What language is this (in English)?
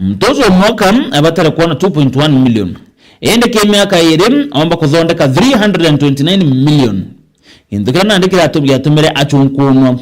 Meru